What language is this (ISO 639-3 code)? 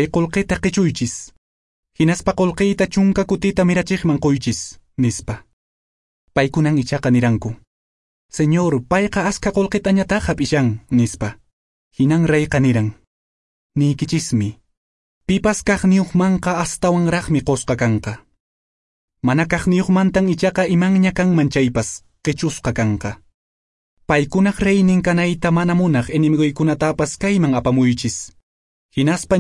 que